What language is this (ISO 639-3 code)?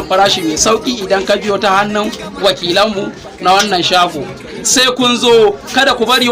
hau